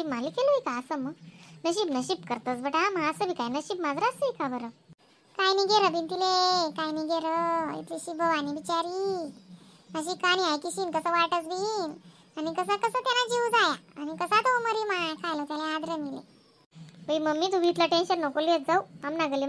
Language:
Khandesi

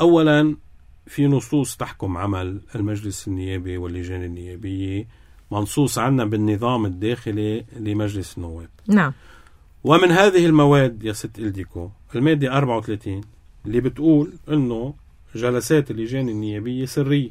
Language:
North Levantine Arabic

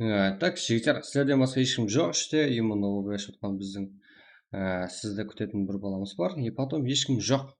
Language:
Kara-Kalpak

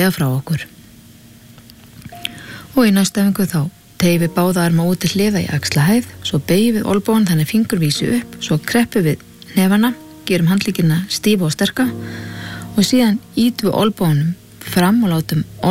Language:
Icelandic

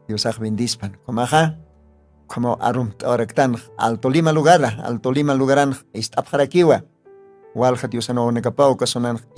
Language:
Aymara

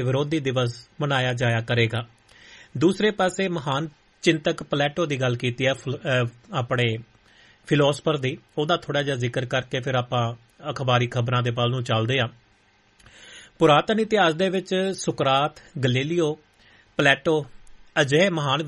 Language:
Punjabi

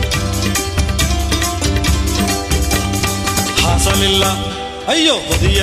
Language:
Kannada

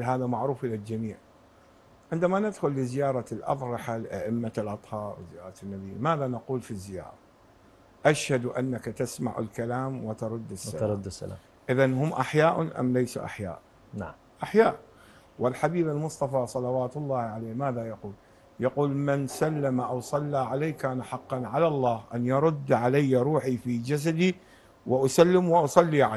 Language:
Arabic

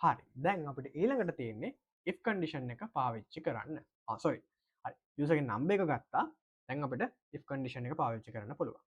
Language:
Sinhala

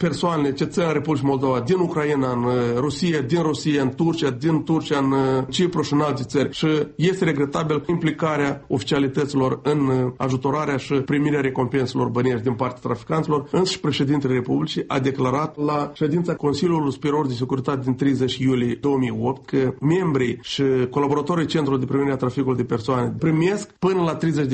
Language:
Romanian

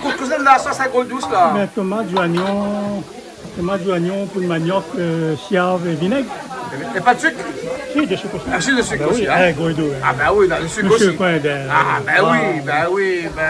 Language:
Réunion Creole French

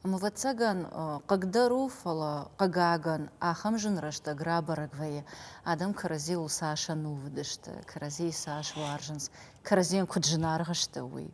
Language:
Ossetic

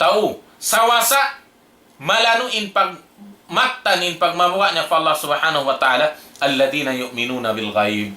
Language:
Tausug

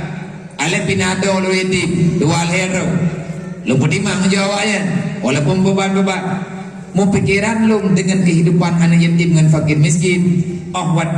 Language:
Achinese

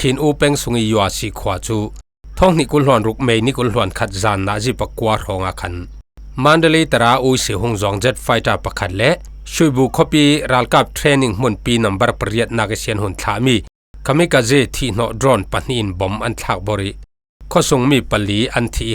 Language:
Falam Chin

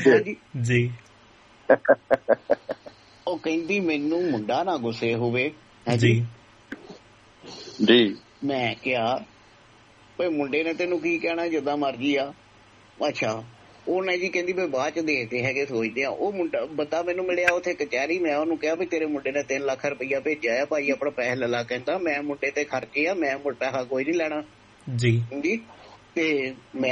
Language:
Punjabi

